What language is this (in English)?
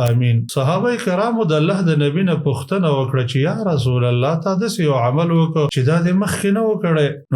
Pashto